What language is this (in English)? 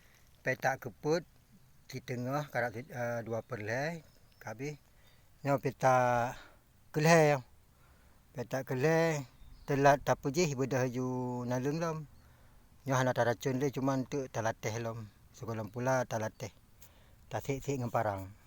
Achinese